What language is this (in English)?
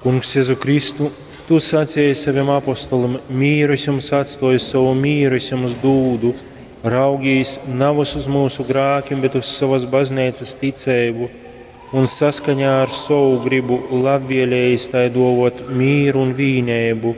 Latgalian